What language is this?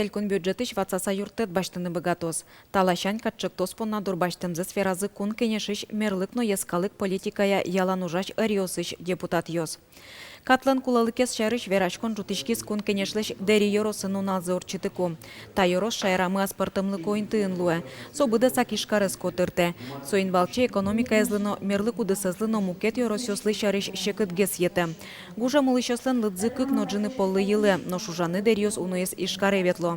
Udmurt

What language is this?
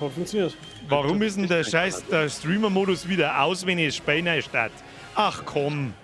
Bavarian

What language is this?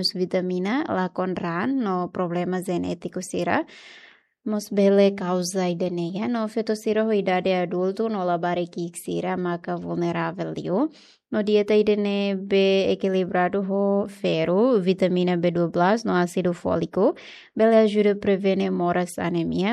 Tetum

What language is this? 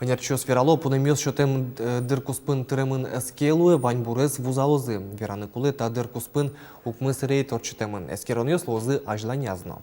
Udmurt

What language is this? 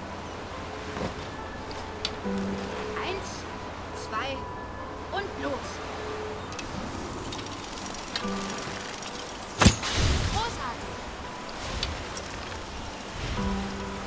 German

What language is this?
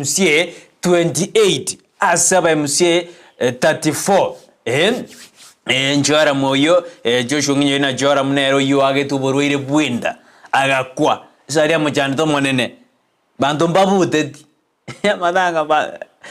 Gusii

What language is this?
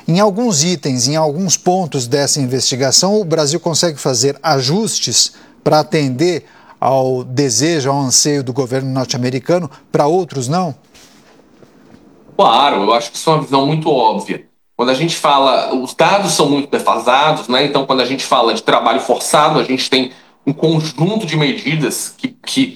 Portuguese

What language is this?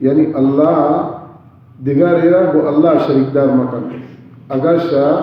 Baluchi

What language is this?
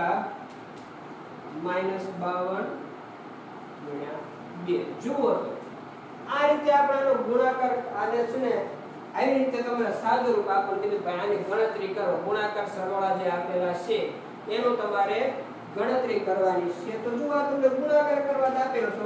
Gujarati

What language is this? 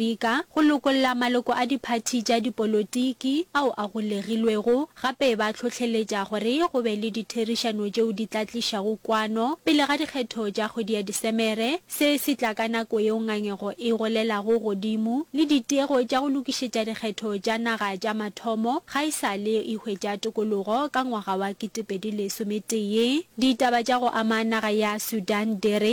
Northern Sotho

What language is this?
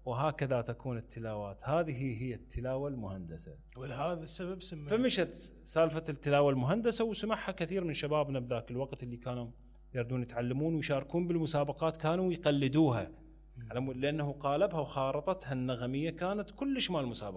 Mesopotamian Arabic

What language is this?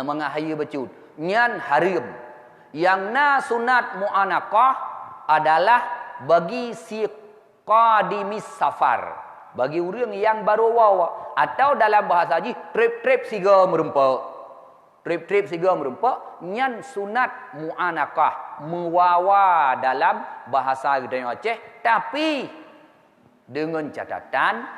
Achinese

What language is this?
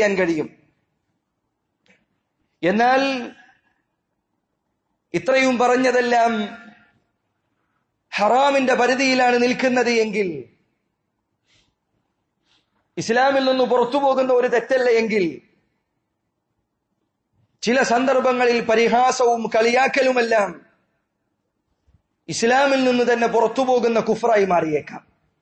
Malayalam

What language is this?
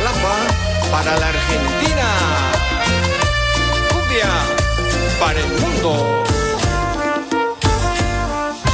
Spanish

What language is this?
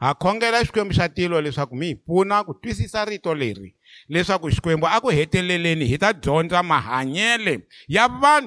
Tsonga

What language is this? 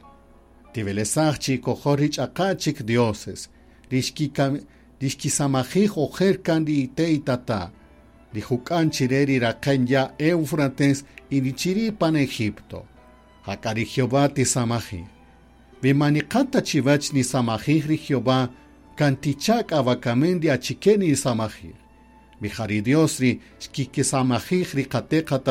Kaqchikel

